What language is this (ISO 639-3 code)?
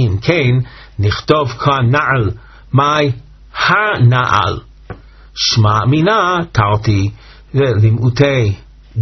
heb